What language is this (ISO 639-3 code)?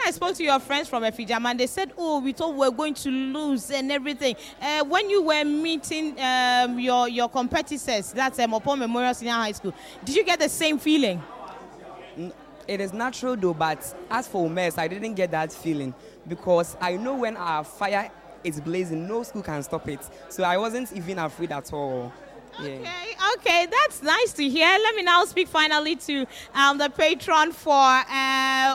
eng